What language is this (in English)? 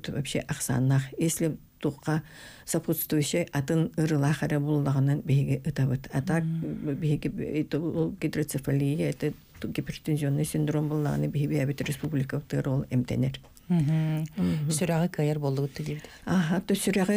Yakut